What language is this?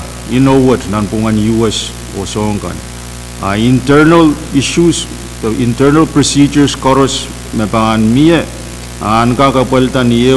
Pohnpeian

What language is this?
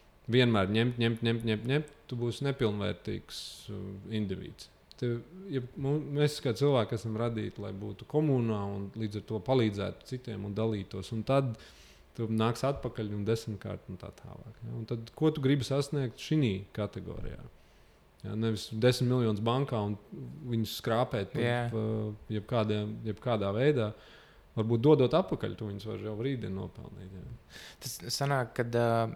Latvian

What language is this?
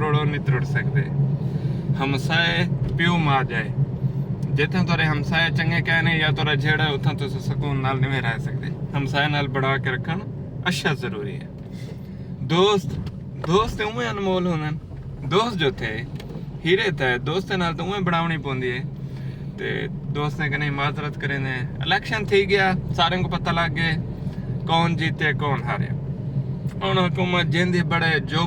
Saraiki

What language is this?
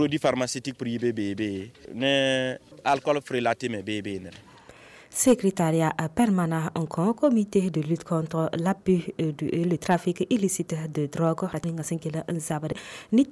Mossi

